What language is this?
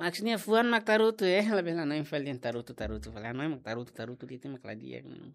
Tetum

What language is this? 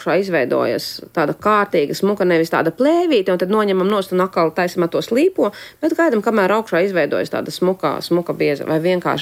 Latvian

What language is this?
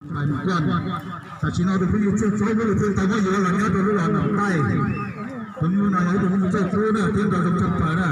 Hmong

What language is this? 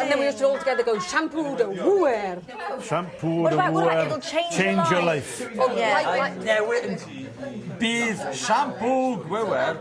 Welsh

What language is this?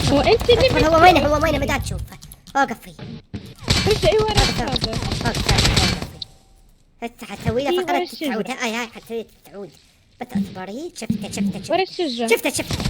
Mesopotamian Arabic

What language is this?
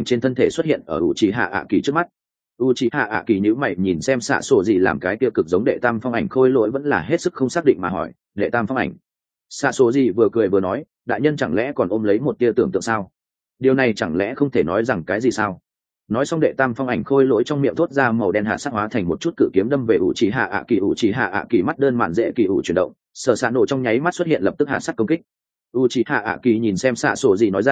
Vietnamese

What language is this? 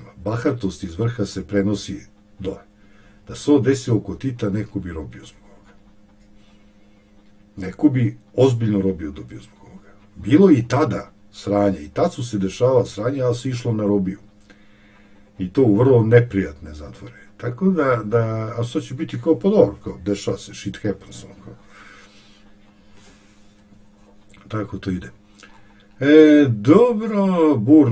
Serbian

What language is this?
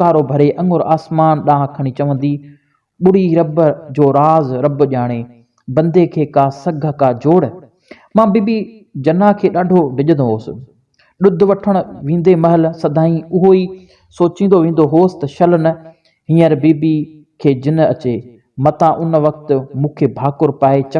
Sindhi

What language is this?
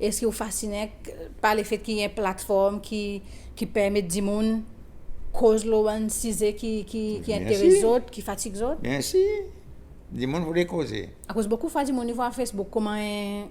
Seselwa Creole French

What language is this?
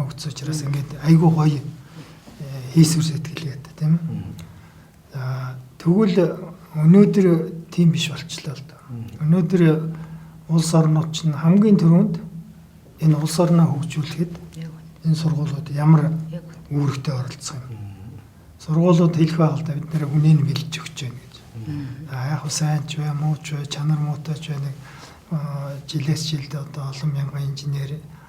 Mongolian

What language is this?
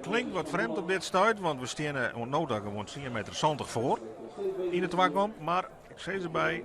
Western Frisian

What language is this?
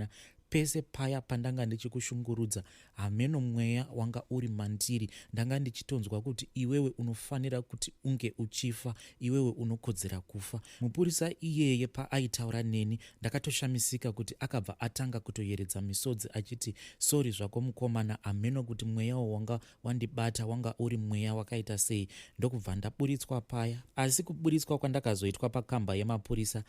Shona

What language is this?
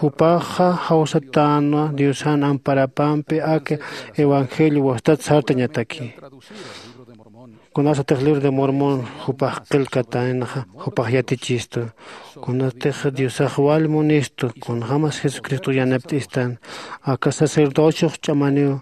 Aymara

